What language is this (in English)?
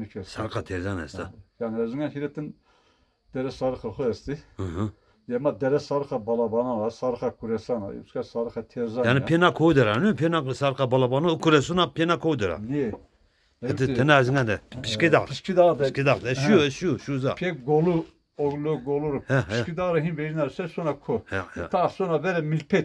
Zaza